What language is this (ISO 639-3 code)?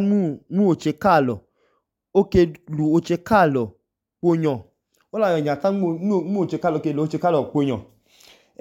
idu